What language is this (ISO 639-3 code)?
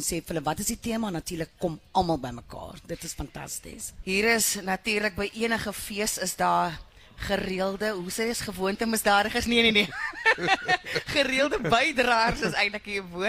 afr